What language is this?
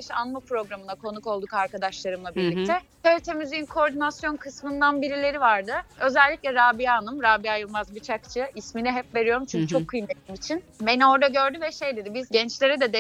Turkish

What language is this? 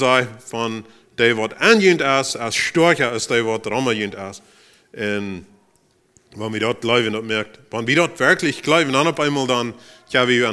Plautdietsch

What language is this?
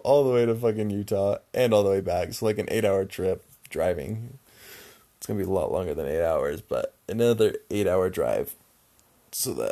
English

